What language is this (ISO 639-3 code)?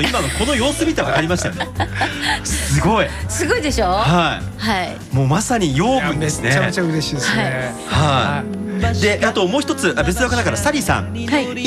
jpn